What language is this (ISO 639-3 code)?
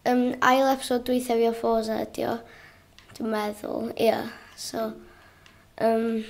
cym